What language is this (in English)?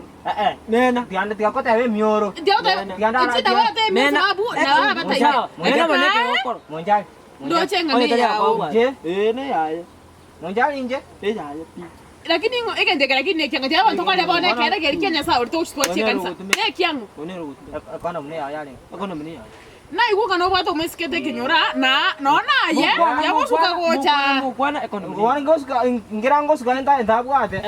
Gusii